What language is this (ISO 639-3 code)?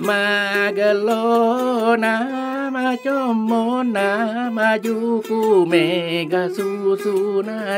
bug